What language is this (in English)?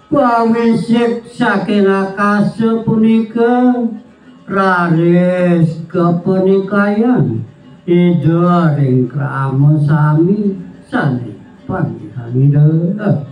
Balinese